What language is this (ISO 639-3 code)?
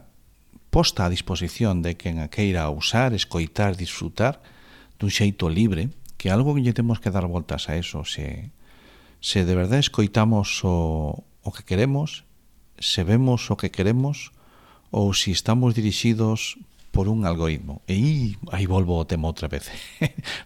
glg